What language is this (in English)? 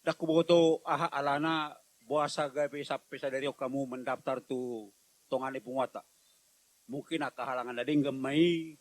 Batak Toba